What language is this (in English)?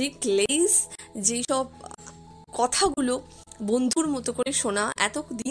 Bangla